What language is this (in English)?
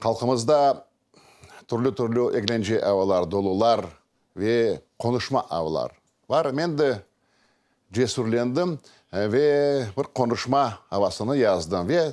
Crimean Tatar